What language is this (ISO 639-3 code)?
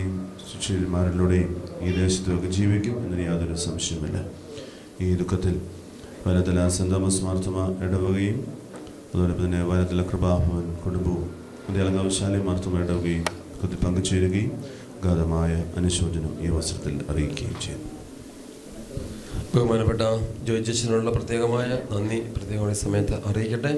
mal